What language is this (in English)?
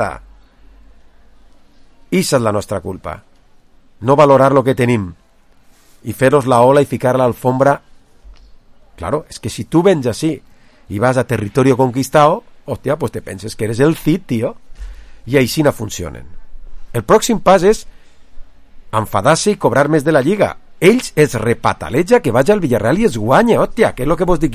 Catalan